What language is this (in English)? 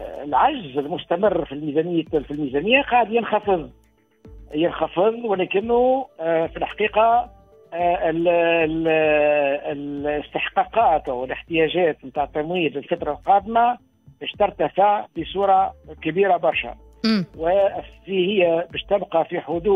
Tunisian Arabic